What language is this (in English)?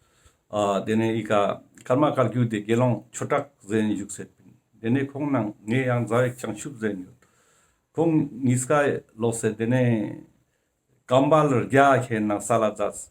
Ladakhi